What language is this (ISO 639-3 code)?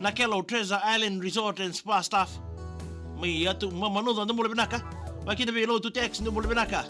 fij